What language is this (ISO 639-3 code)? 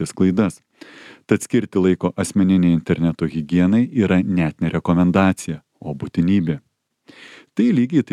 lit